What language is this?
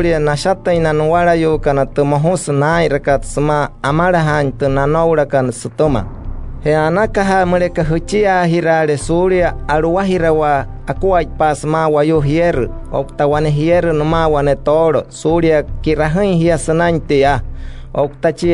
Wayuu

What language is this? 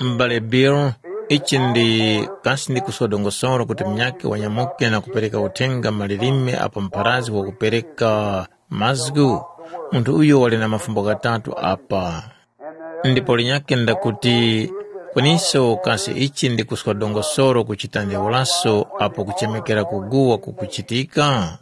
Tumbuka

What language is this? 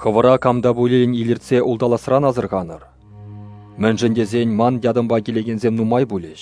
Chuvash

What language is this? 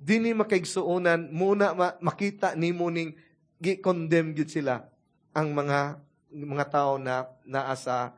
Cebuano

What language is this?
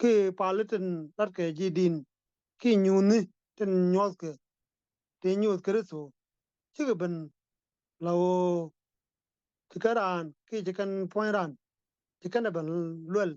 Nuer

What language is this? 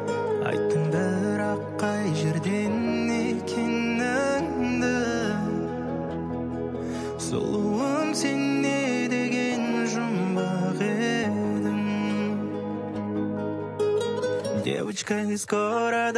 Kazakh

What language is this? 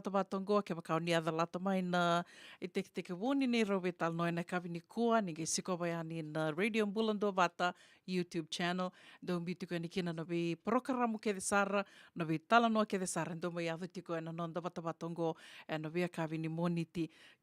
Fijian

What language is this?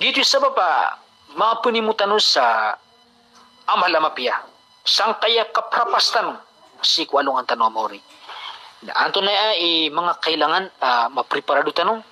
Maranao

